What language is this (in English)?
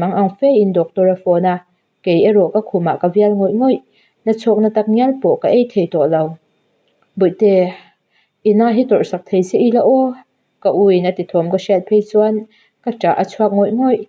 Mizo